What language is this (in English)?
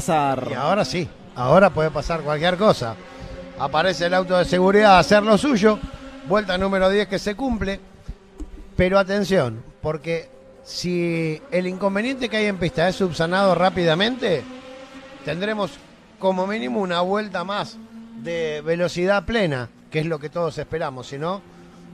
Spanish